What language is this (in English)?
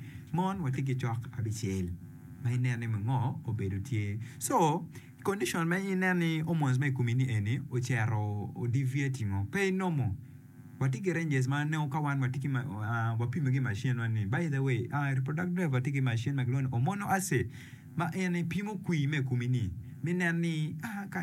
Acoli